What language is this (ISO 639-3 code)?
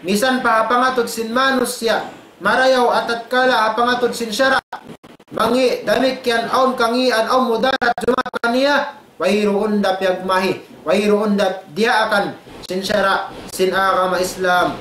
tsg